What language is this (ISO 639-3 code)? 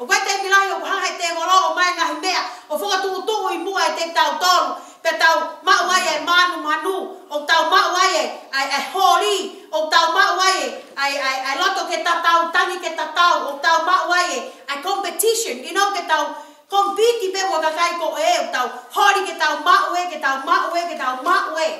ton